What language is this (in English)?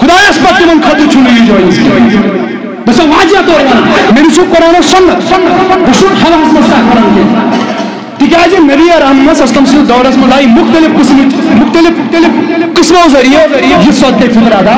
Kashmiri